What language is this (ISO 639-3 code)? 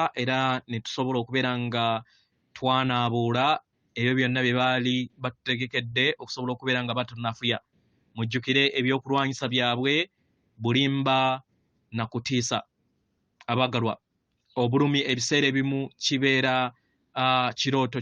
lug